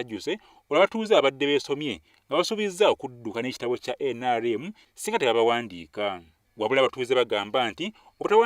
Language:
Ganda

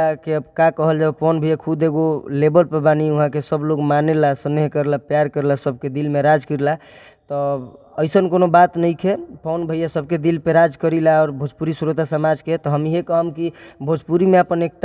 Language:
Bhojpuri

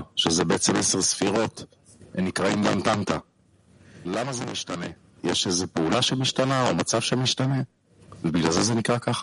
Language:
Hebrew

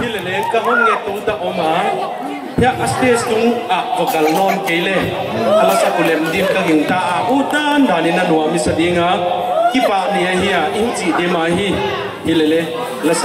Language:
Paite Chin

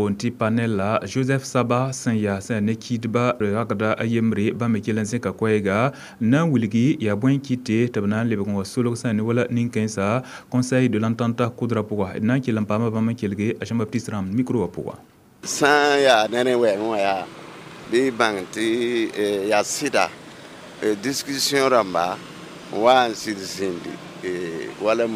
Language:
Mossi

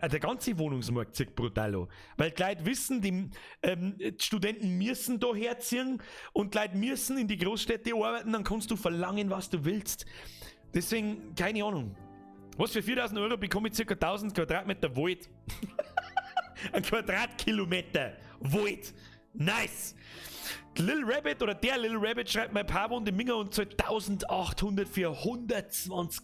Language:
Bavarian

